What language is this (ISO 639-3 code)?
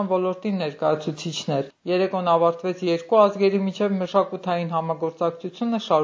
hye